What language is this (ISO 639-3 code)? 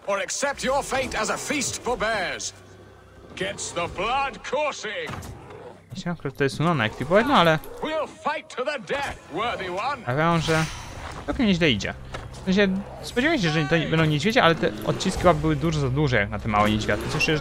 pol